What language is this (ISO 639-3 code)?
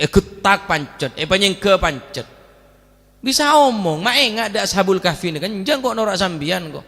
mad